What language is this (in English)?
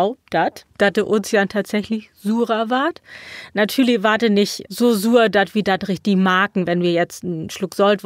Low German